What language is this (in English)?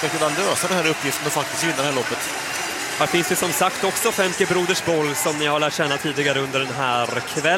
Swedish